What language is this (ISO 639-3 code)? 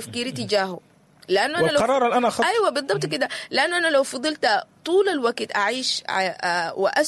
apd